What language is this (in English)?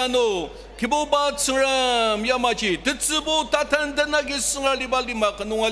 Ao Naga